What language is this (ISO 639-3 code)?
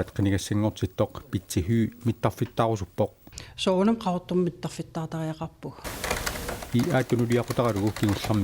kal